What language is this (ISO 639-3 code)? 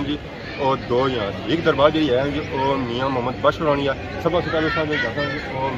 phr